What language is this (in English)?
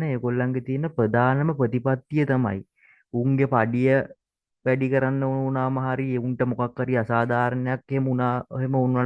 Sinhala